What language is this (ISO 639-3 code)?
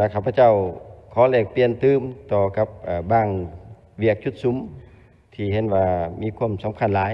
lao